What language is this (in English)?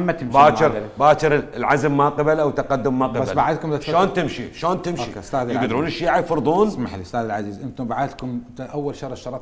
Mesopotamian Arabic